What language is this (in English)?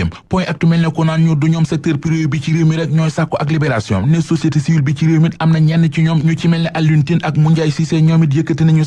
Wolof